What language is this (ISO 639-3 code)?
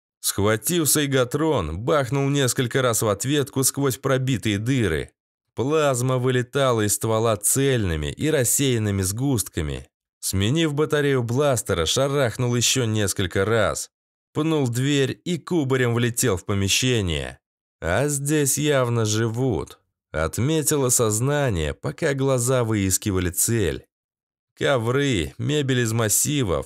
rus